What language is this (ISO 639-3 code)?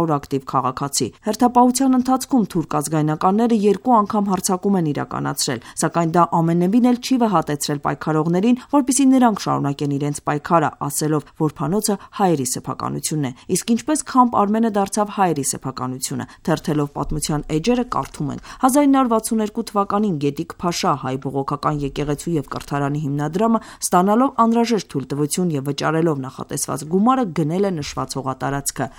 hye